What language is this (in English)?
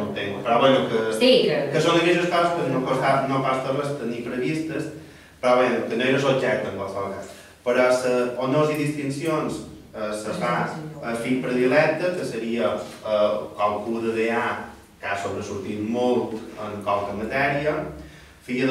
Catalan